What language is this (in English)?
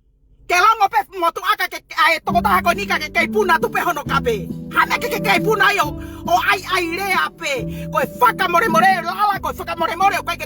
Tongan